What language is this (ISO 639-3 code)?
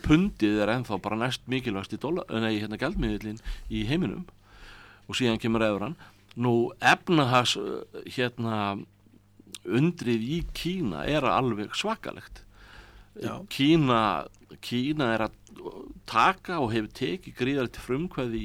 isl